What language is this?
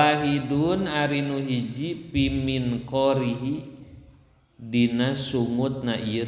Sundanese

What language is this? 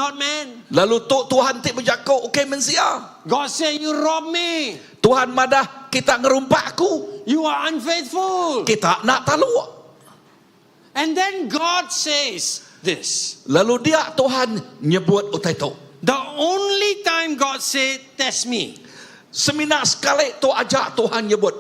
Iban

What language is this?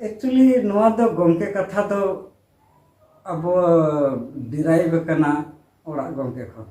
Santali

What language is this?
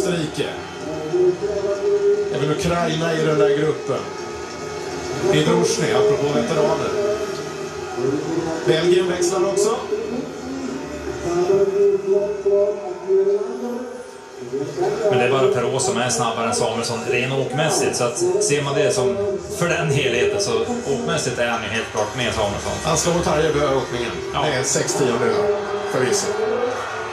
Swedish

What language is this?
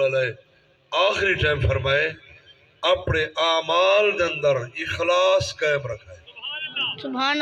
Saraiki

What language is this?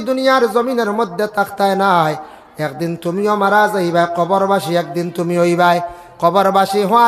Sylheti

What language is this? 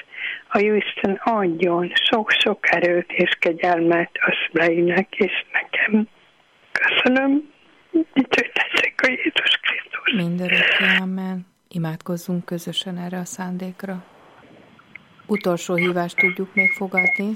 Hungarian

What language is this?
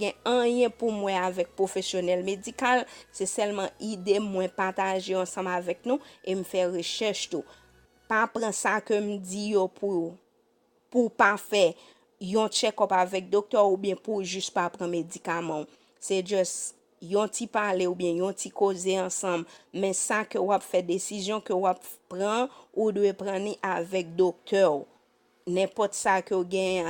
Haitian Creole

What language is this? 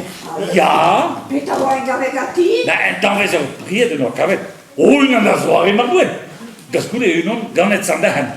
Breton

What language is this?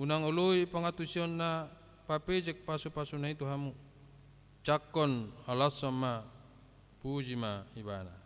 Batak Toba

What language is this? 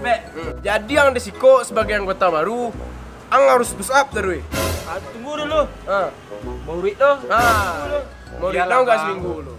Minangkabau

